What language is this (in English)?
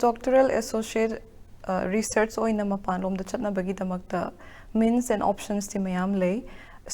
Manipuri